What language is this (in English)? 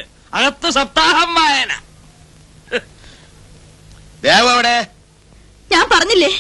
Malayalam